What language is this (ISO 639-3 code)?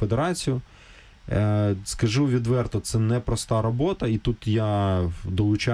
ukr